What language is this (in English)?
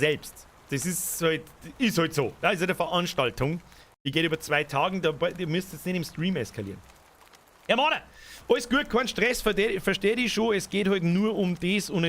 Bavarian